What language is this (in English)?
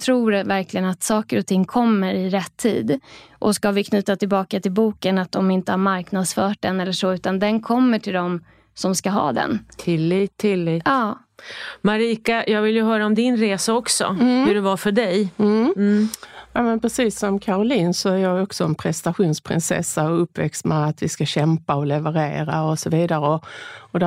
Swedish